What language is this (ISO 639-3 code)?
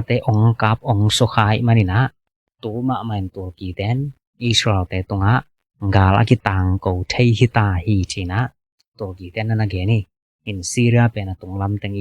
ctd